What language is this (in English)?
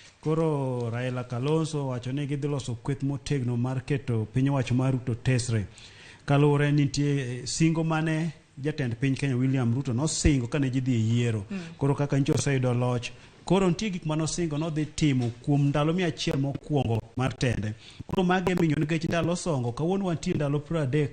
Luo (Kenya and Tanzania)